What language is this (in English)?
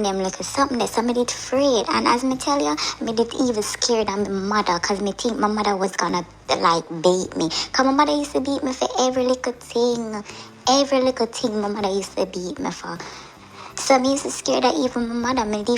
Jamaican Creole English